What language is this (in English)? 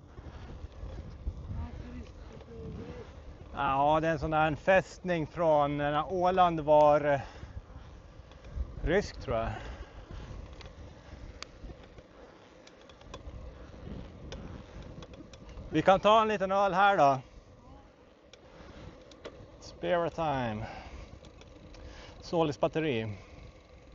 Swedish